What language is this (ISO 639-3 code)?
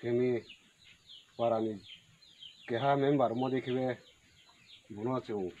ria